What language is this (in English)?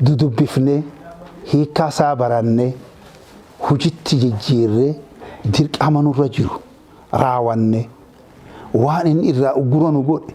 Oromo